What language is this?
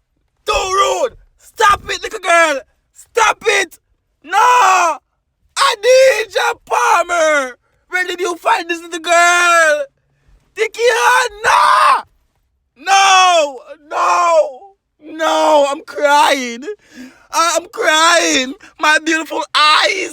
Jamaican Creole English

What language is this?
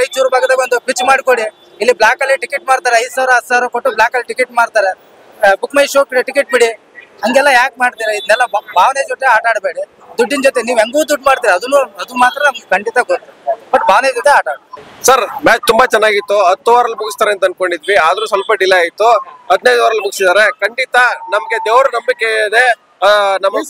Kannada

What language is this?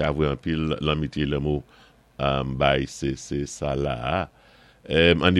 Saint Lucian Creole French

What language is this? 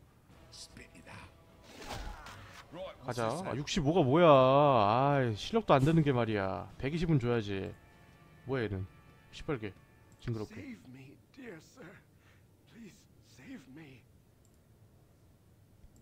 Korean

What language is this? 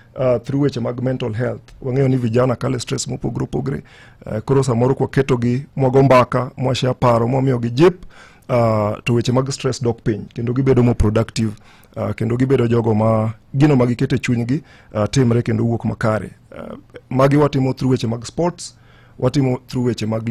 Luo (Kenya and Tanzania)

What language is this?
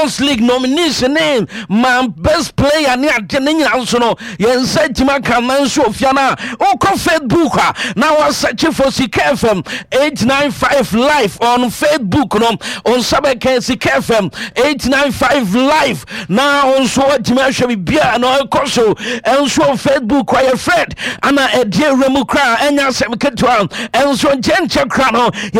Akan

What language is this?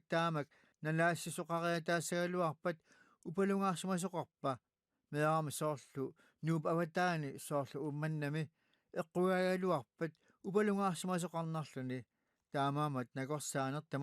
Kalaallisut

